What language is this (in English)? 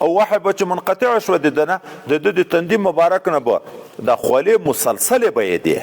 Pashto